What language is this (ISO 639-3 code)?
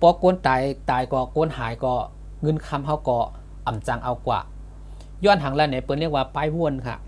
shn